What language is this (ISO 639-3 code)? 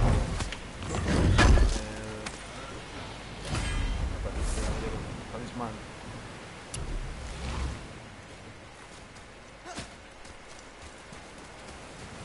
ita